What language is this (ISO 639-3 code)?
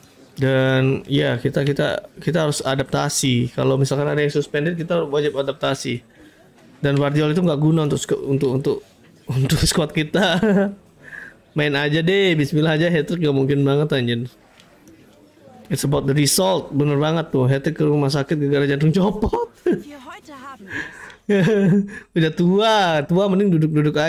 ind